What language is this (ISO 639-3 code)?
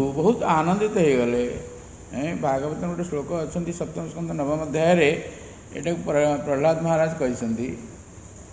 ori